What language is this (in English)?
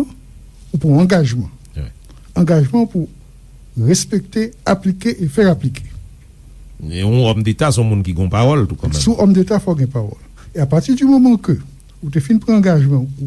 Haitian Creole